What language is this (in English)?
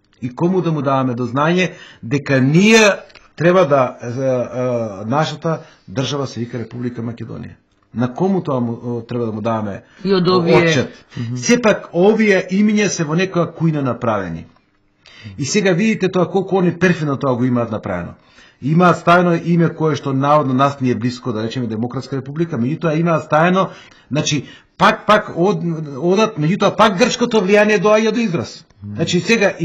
Macedonian